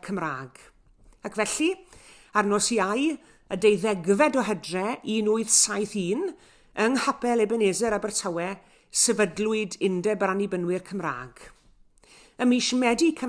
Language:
Welsh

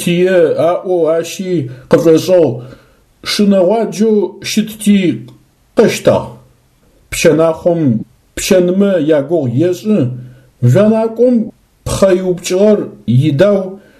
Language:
Adyghe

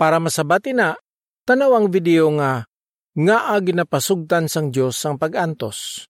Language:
Hiligaynon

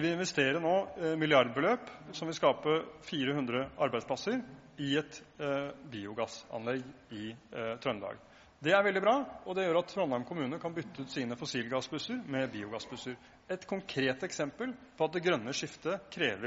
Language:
Norwegian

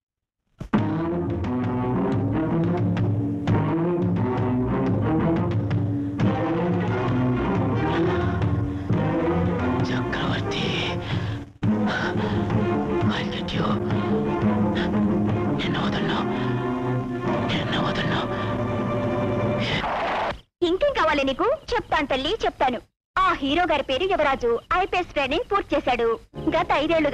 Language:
Telugu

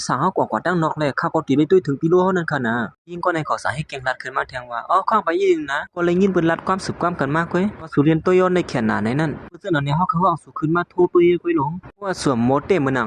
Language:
Shan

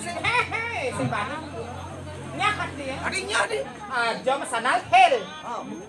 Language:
Balinese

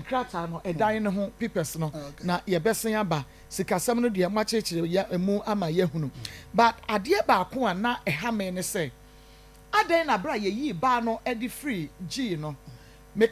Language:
Akan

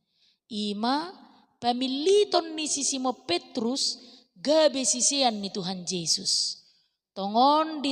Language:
Batak Toba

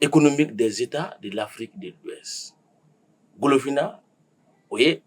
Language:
Bambara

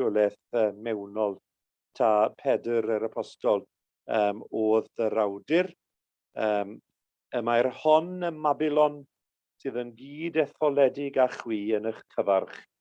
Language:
Welsh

